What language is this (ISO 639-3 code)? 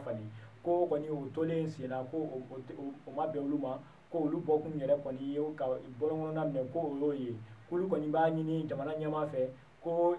bam